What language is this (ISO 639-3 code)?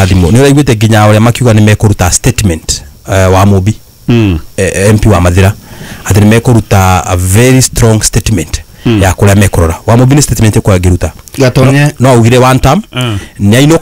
kik